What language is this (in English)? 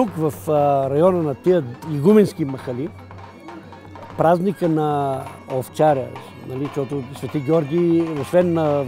Bulgarian